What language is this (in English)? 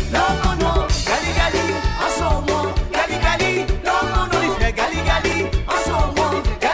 Morisyen